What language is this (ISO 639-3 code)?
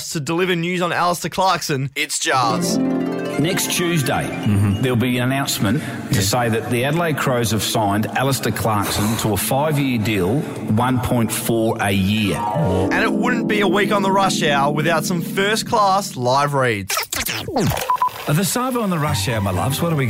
eng